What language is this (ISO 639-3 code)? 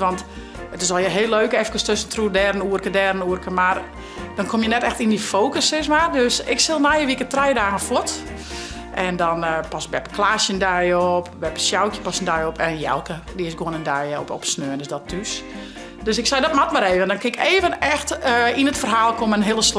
fry